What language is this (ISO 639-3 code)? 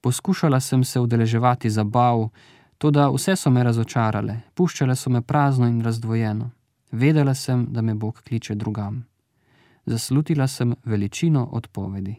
slv